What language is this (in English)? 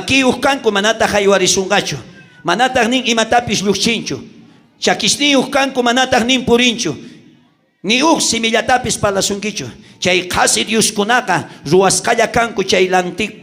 South Bolivian Quechua